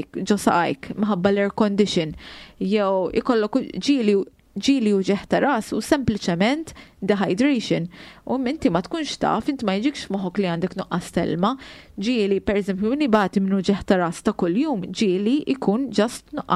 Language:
Maltese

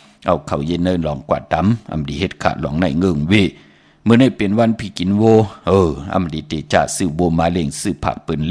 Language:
Shan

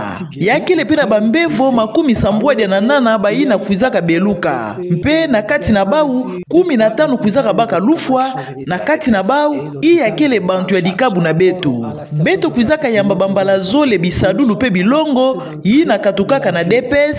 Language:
Kituba (Democratic Republic of Congo)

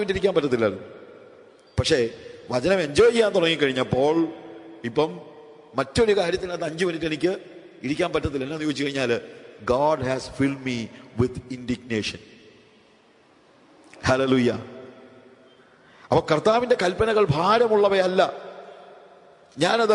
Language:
Malayalam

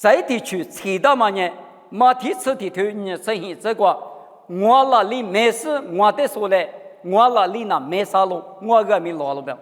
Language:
Lisu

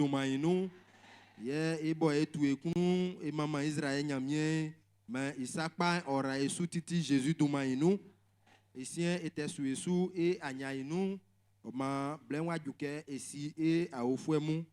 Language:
Baoulé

